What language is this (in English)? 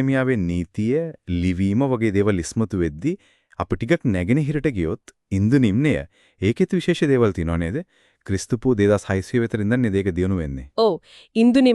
Sinhala